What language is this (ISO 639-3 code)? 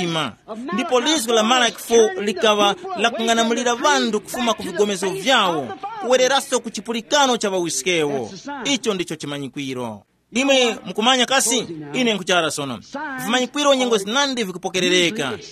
tum